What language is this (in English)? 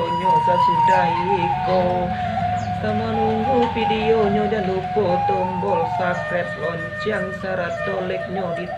Minangkabau